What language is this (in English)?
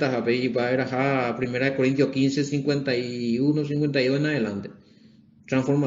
Guarani